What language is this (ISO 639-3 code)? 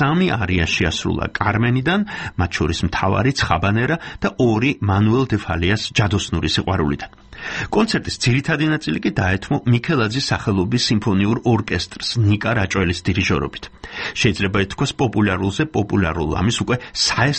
kat